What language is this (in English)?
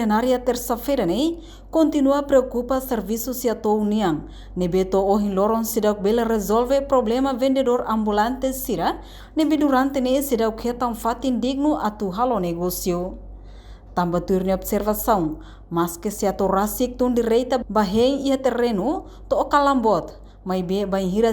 Tetum